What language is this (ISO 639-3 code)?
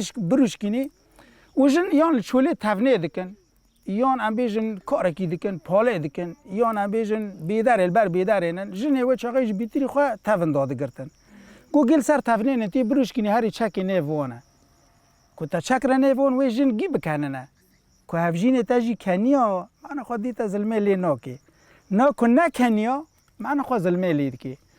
kur